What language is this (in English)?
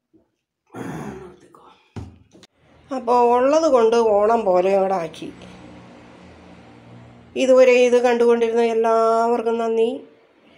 Malayalam